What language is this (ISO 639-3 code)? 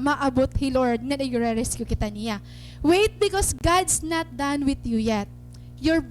war